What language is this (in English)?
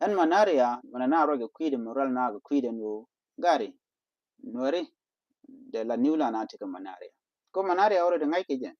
Nuer